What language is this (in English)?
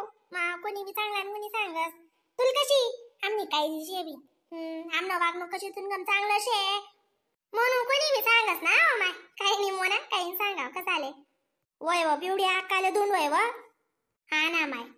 Khandesi